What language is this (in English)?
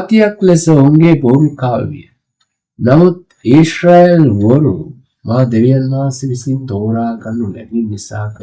Sinhala